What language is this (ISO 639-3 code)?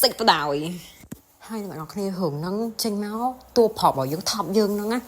khm